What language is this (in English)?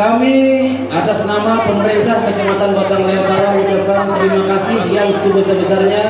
Banjar